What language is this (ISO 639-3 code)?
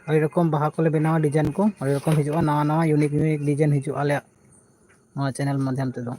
sat